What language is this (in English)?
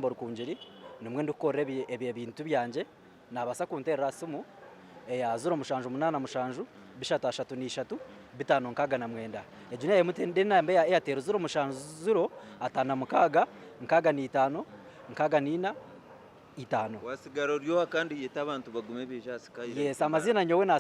Nyankole